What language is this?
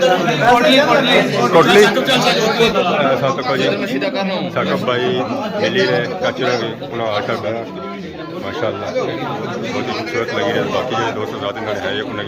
Pahari-Potwari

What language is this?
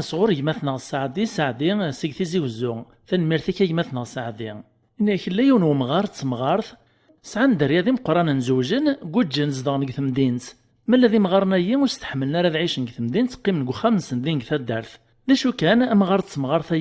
Kabyle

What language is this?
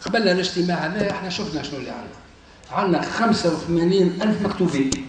Tunisian Arabic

